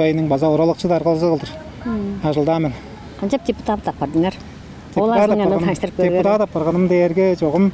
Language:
Tuvinian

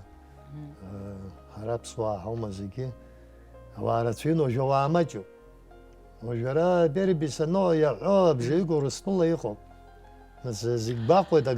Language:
Abkhazian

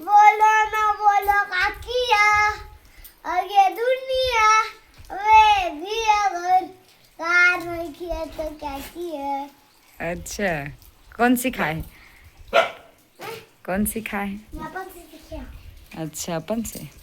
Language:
Chhattisgarhi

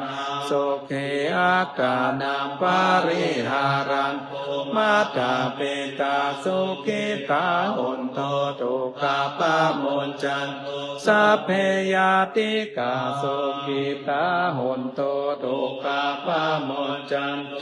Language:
Pali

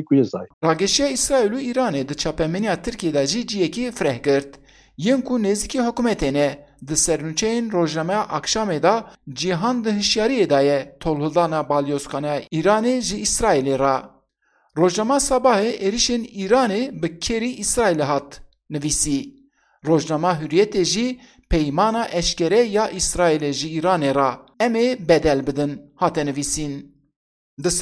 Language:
Kurdish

